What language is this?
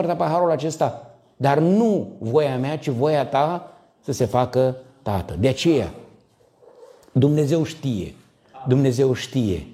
Romanian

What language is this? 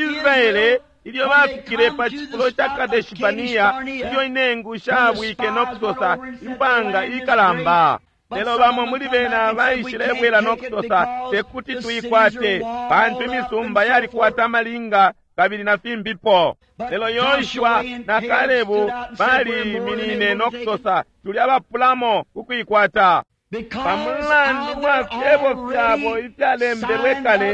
Bemba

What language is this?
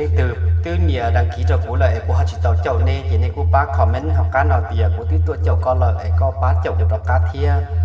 Hmong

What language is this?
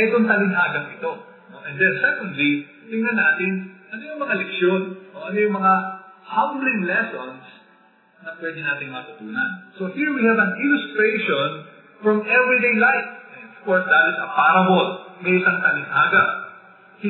Filipino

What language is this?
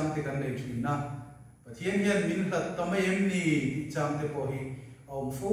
Mizo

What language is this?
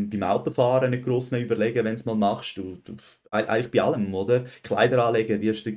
Swiss German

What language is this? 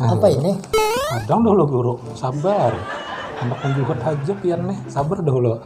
Banjar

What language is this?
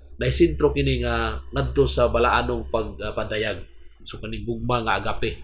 Cebuano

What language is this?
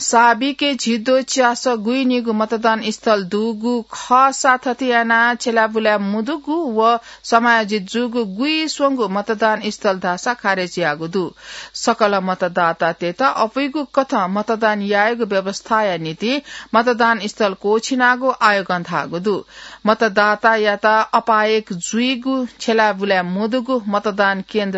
Newari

